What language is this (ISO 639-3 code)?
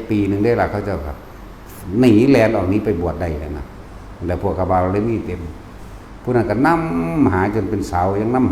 tts